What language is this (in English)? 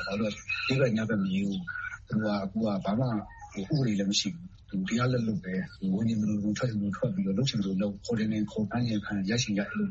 Burmese